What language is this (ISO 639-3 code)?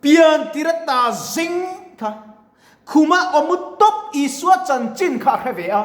lus